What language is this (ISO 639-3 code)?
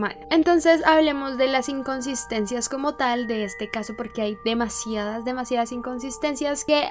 spa